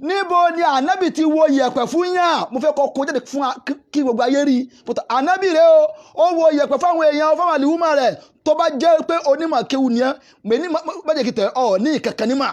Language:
Yoruba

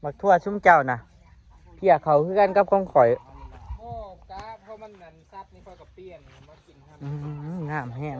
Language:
Northeastern Thai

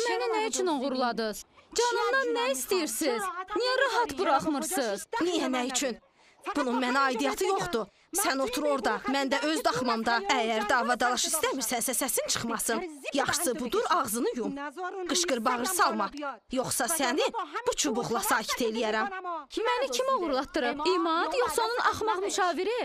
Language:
Azerbaijani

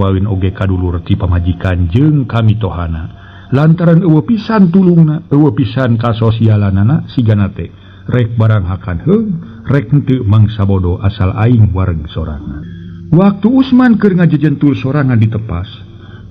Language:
Sundanese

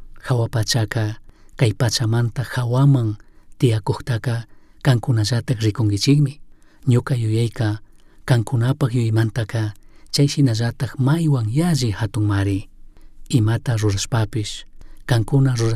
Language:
Chimborazo Highland Quichua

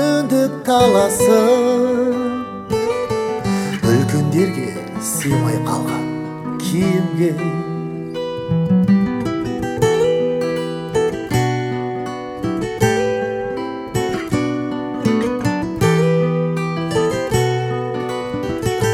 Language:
Kazakh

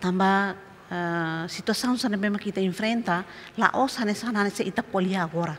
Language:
Tetum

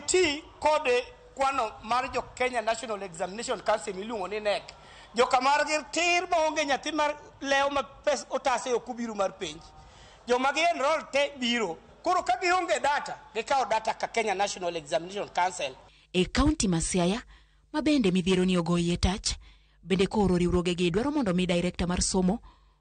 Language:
Luo (Kenya and Tanzania)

